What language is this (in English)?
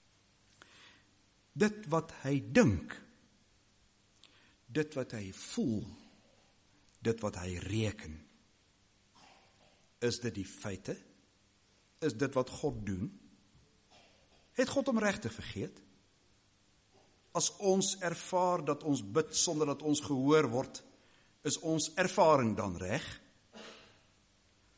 Afrikaans